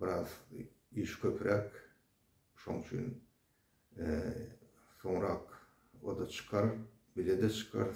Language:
Turkmen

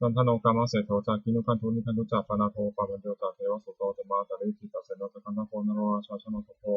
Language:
Pali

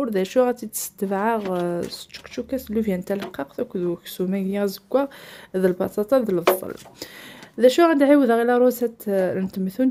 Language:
Kabyle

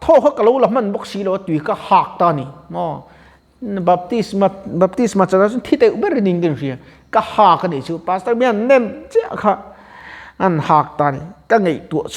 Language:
Mizo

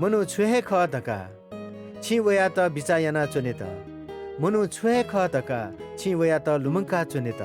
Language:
Newari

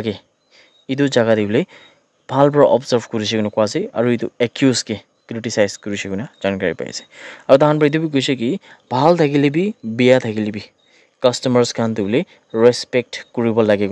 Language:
Naga Pidgin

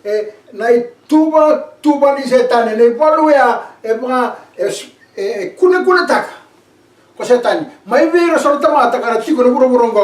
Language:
Fijian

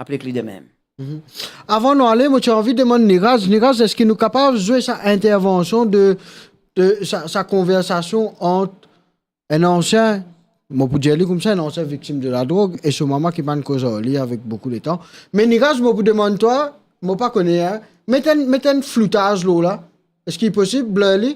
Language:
Morisyen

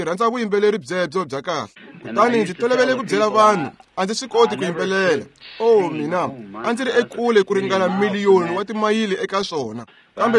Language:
Tsonga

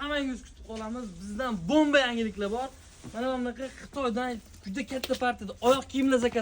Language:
Uzbek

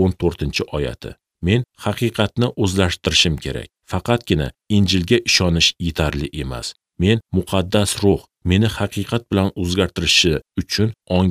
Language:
Uzbek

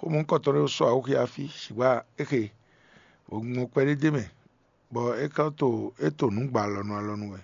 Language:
Fon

